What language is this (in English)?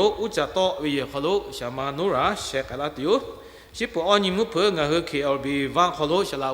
Lahu